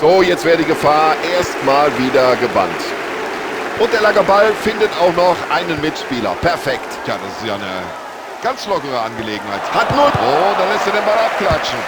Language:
Bavarian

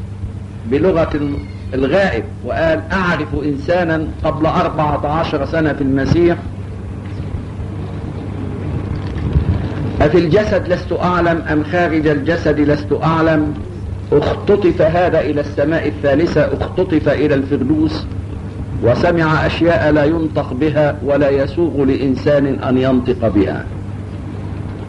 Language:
Egyptian Arabic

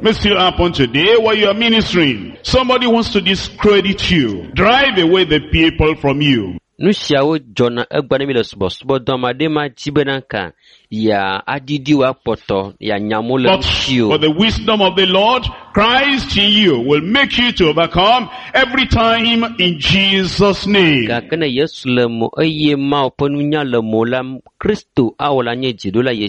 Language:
Ewe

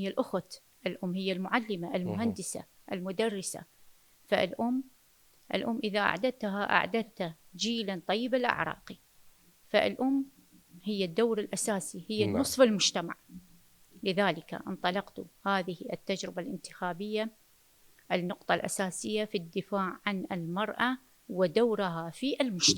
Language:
Mesopotamian Arabic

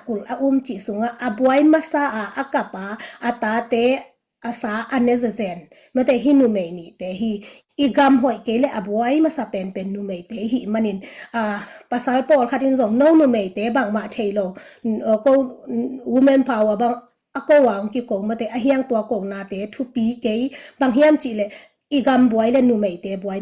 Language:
Tedim Chin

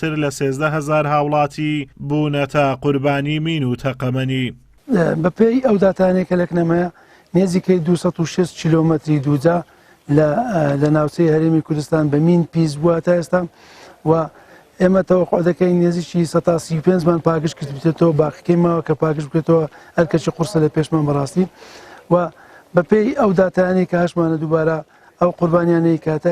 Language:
Central Kurdish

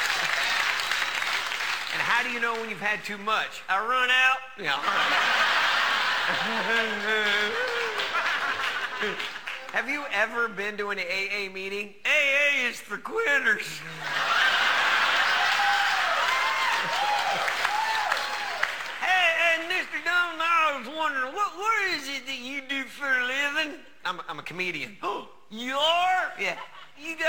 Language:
English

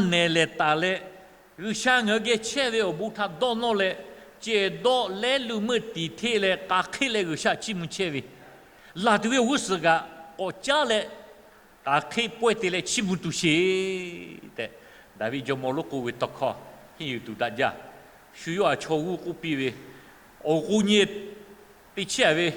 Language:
Lahu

